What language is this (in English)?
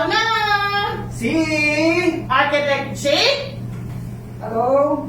Bikol